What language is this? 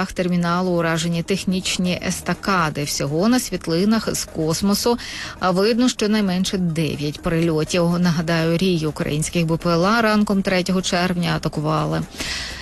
Ukrainian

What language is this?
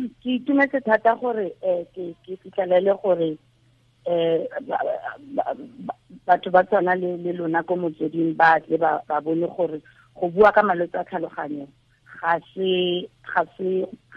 Tswana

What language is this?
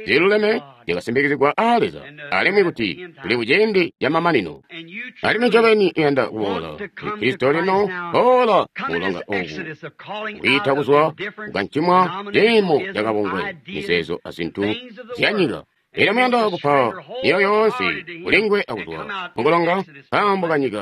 Tonga (Zambia)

